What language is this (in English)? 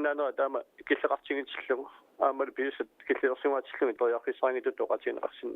Kalaallisut